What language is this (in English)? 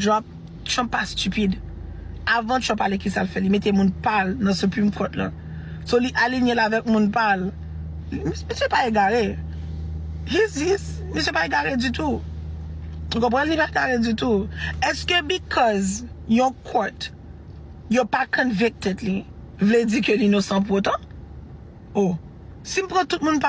Haitian Creole